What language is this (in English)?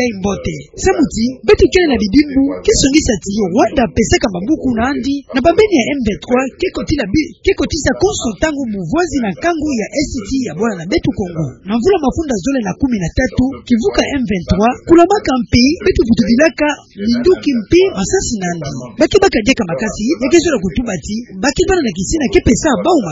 Kituba (Democratic Republic of Congo)